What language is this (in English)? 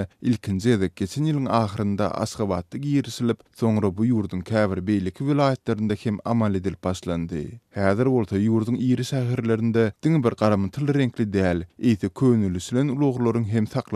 Turkmen